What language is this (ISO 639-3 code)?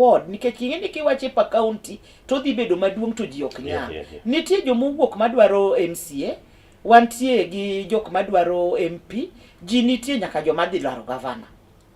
luo